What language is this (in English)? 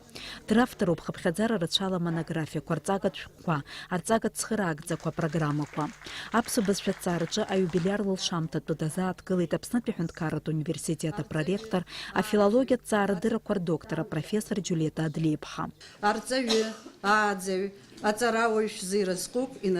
Abkhazian